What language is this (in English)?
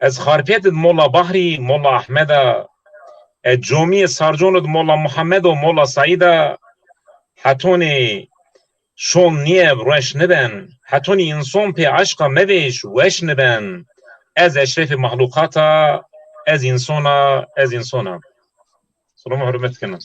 Zaza